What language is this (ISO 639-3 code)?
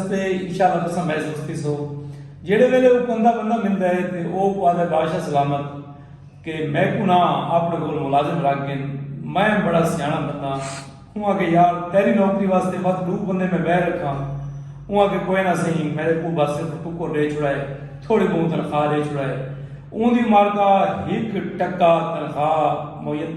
skr